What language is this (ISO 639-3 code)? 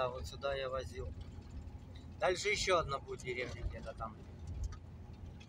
rus